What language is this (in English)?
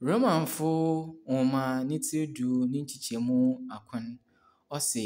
Akan